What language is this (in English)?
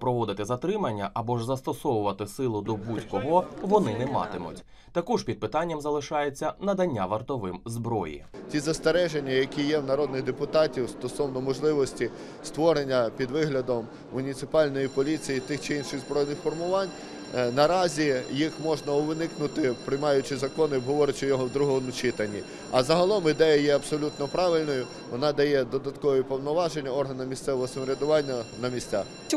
Ukrainian